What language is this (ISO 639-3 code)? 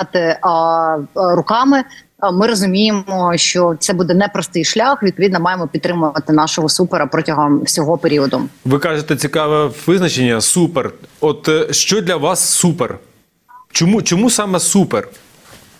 ukr